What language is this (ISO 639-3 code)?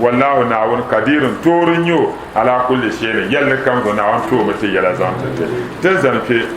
dag